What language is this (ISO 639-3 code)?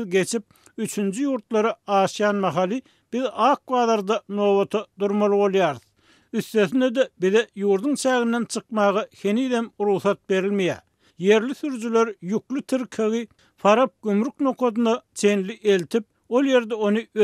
tuk